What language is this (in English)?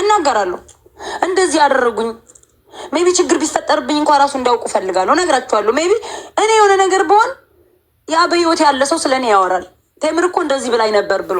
Amharic